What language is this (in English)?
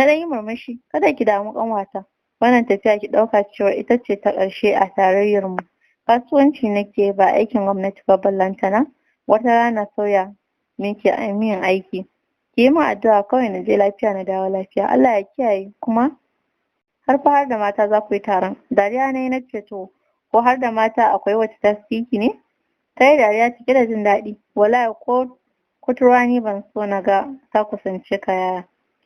Hausa